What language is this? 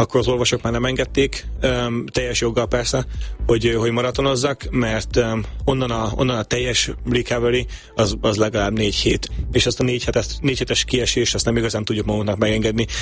Hungarian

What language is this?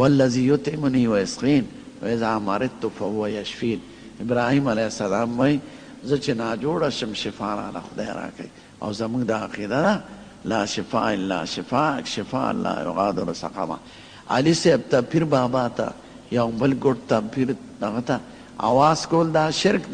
Pashto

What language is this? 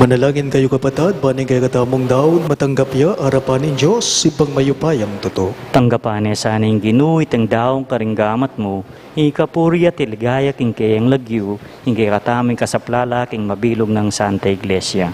Pampanga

